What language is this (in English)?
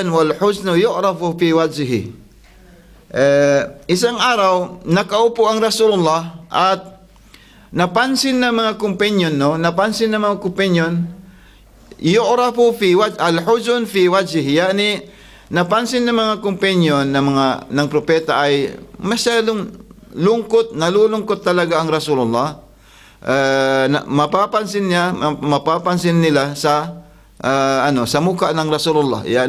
Filipino